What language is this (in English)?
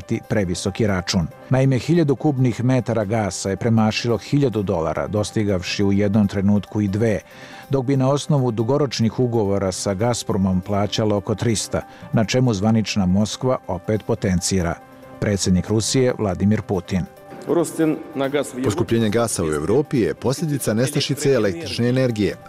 Bosnian